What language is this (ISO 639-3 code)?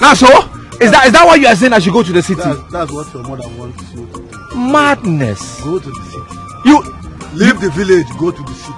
pcm